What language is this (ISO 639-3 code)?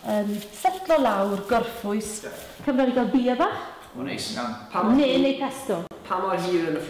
cym